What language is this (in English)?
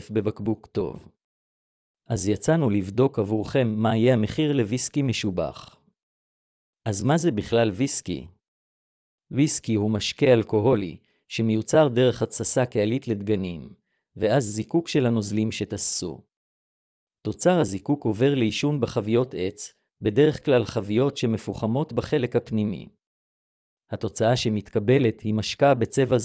Hebrew